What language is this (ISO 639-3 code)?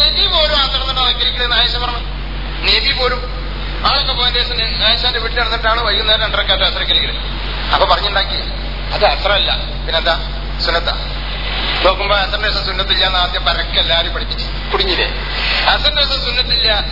mal